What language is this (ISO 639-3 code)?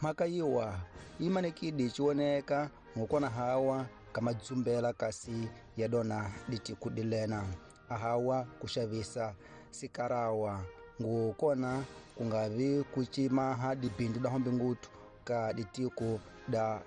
tso